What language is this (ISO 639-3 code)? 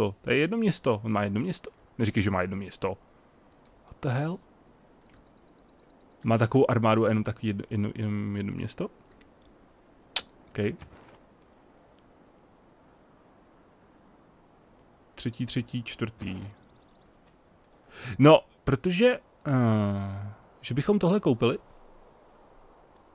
ces